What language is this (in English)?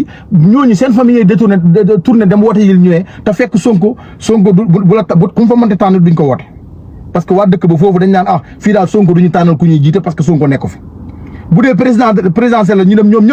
Wolof